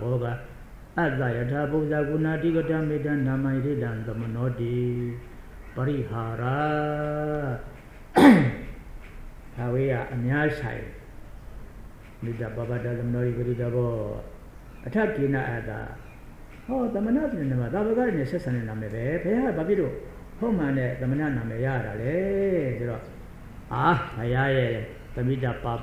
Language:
Burmese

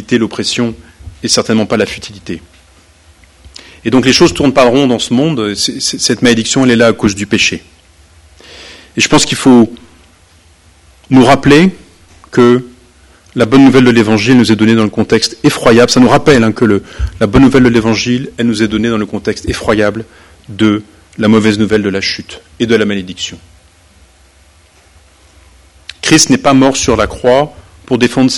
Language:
French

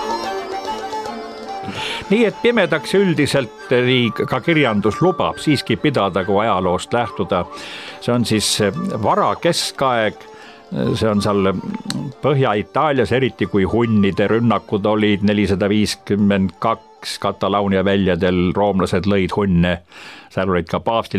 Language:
Estonian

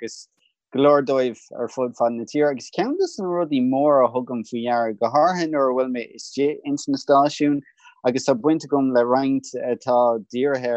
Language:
Irish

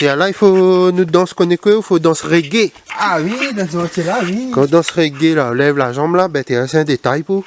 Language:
Réunion Creole French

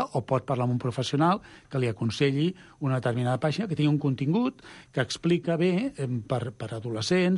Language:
Catalan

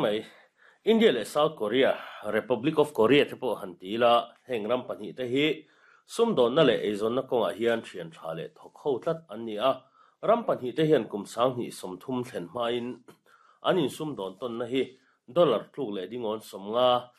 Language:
Mizo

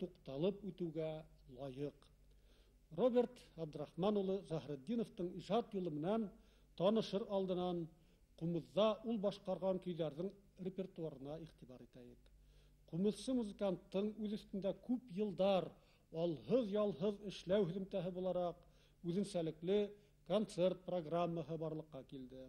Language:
Bashkir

